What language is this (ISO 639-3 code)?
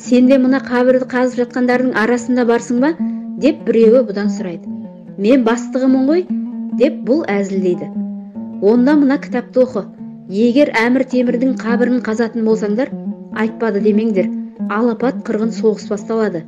kaz